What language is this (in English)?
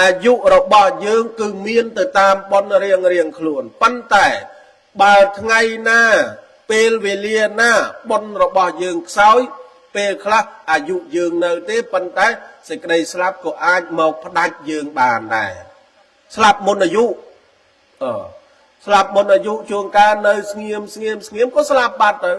Khmer